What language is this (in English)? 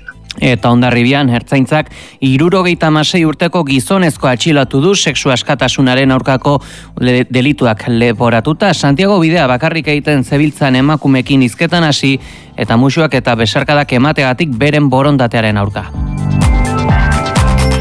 Basque